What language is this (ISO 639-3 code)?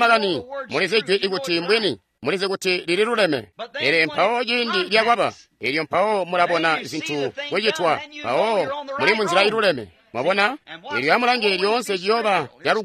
toi